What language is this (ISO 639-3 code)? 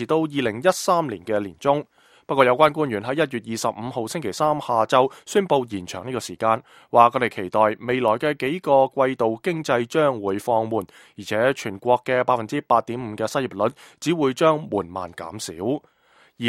yue